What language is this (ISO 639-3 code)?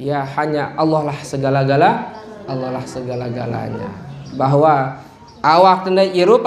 sas